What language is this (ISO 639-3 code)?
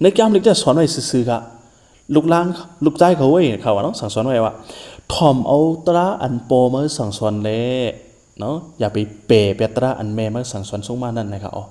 shn